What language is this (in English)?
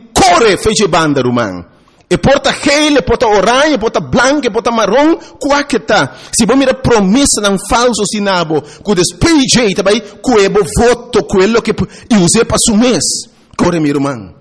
Papiamento